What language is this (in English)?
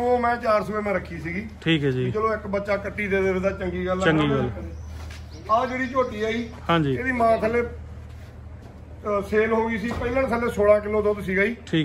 Punjabi